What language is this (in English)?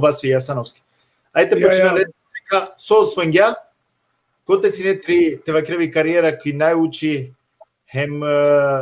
Balkan Romani